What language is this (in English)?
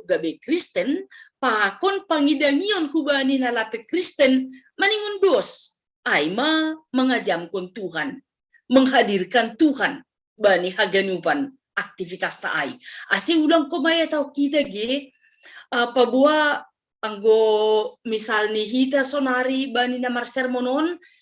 Batak Simalungun